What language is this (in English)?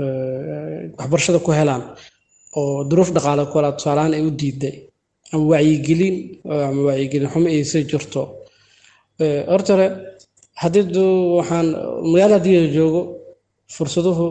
Somali